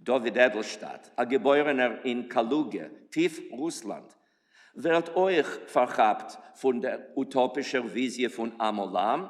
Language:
Yiddish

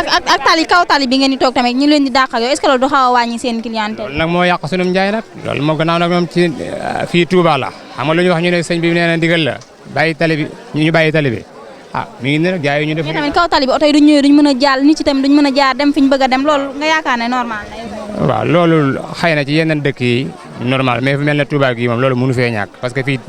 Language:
Wolof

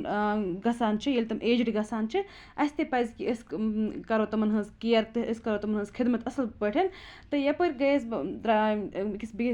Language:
Kashmiri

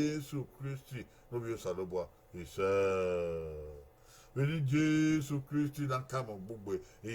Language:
Bini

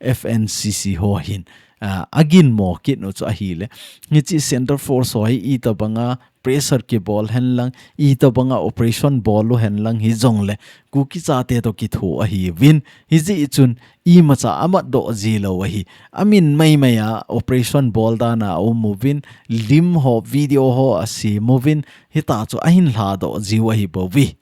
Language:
Thado Chin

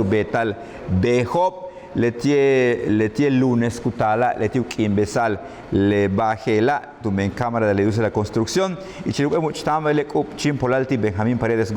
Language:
Yucateco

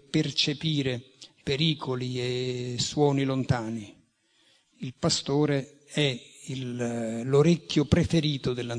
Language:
Italian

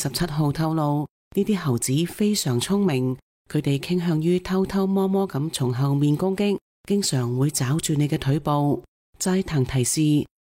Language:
Cantonese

